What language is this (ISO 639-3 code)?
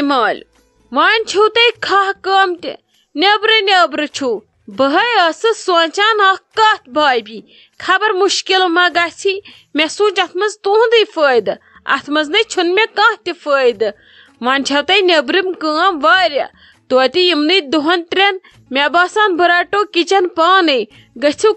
kas